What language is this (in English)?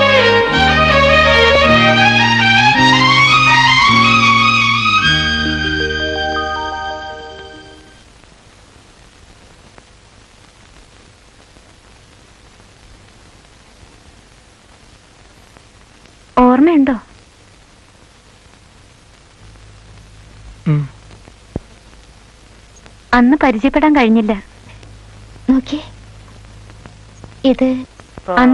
Malayalam